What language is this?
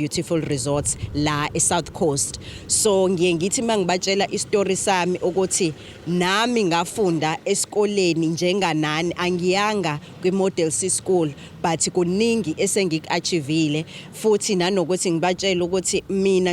Zulu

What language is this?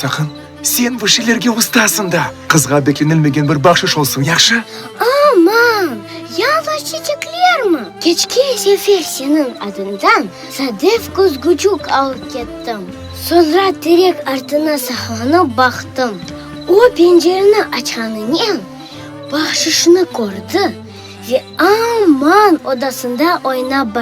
Crimean Tatar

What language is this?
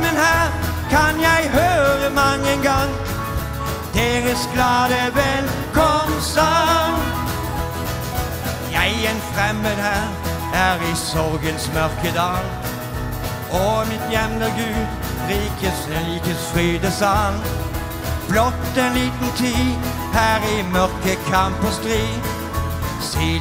Norwegian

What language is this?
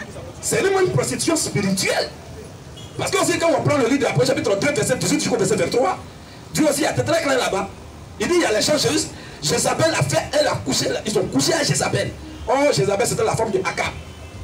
French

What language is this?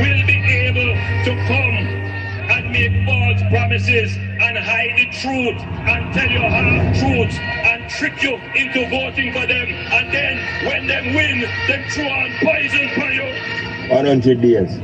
Jamaican Creole English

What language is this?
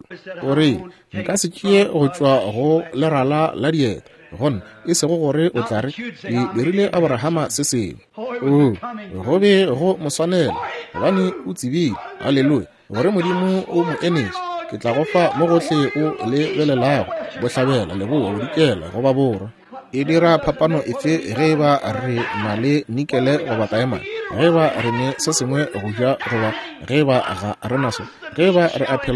Northern Sotho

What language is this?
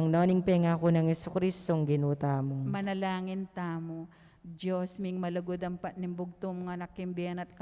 Pampanga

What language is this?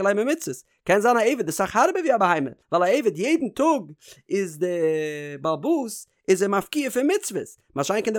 Yiddish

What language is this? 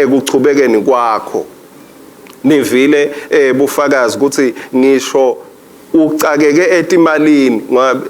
Swati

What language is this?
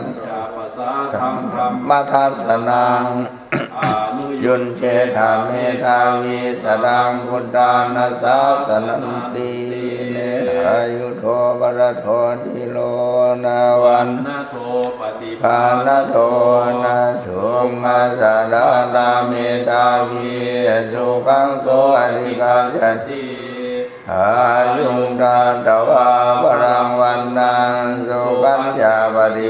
Pali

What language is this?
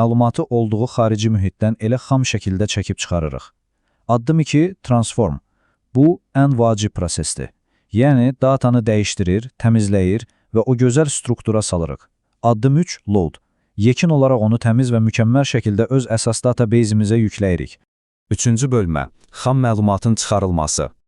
Azerbaijani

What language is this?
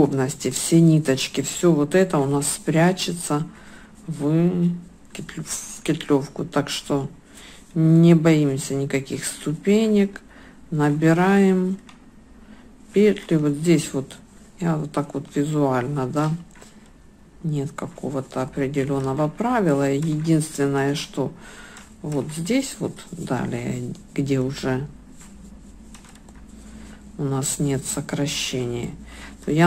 Russian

